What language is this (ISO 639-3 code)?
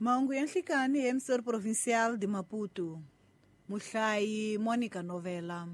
tso